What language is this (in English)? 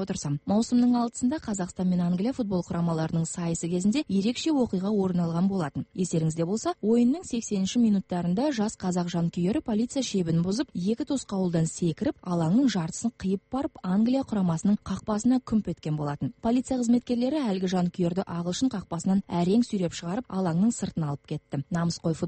Kazakh